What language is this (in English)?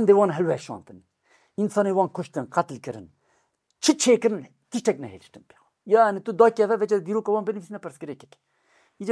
Kurdish